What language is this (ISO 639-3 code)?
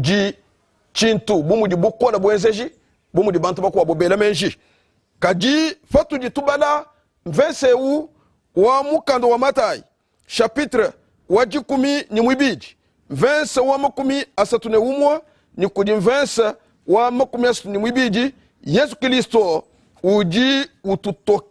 lua